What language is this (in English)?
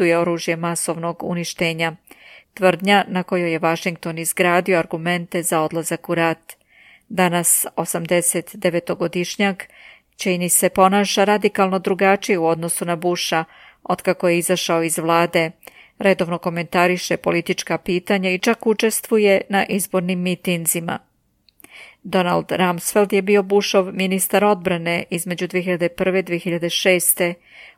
Serbian